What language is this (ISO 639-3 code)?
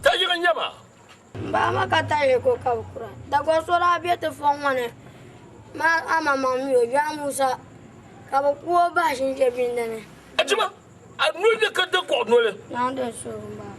dag